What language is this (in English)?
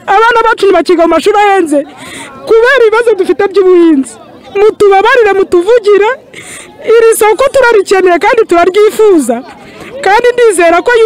Kinyarwanda